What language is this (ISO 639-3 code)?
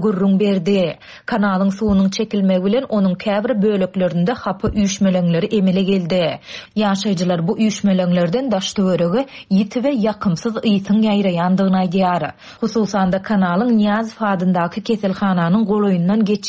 tuk